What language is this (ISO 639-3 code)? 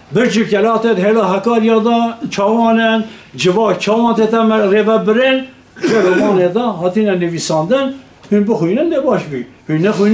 kur